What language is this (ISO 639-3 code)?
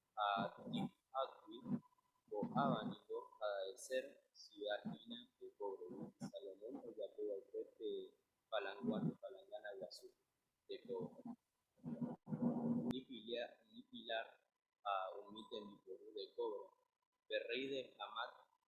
grn